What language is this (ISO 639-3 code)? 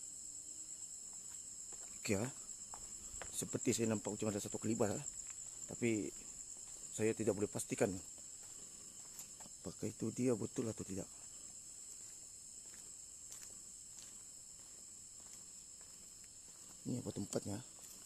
msa